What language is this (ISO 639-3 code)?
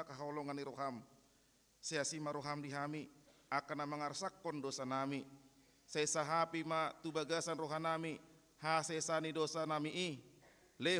bbc